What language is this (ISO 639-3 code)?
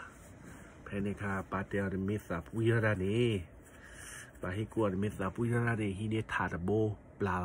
ksw